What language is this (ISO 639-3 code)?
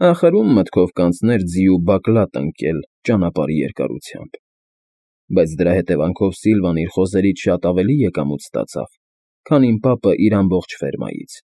hye